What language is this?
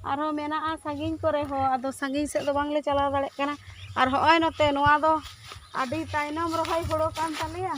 Santali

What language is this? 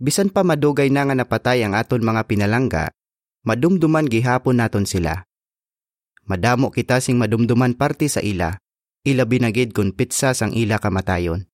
Hiligaynon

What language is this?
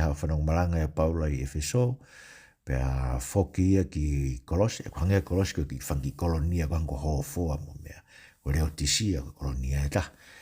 Tongan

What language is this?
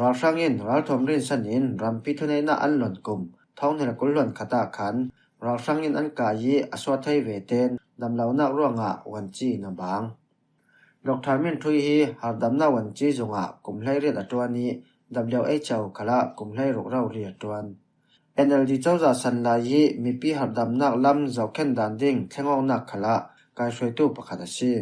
Falam Chin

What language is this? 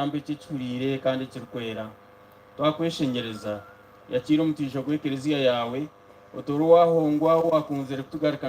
Nyankole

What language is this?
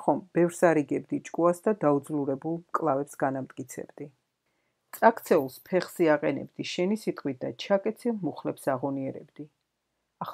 Georgian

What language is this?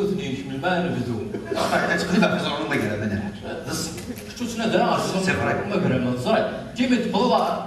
Kabyle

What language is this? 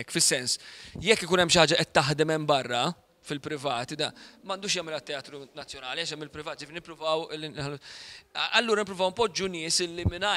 Maltese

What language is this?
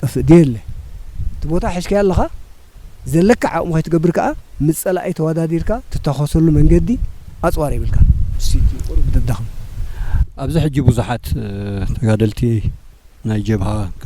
Tigrinya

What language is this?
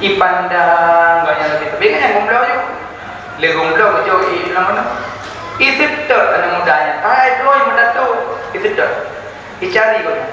Achinese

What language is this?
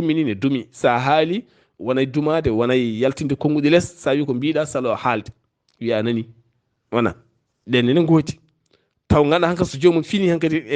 Fula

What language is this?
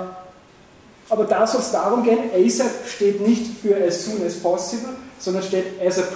German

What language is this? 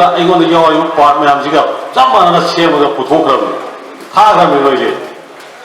Manipuri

